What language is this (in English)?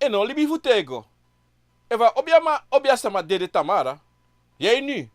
Sranan Tongo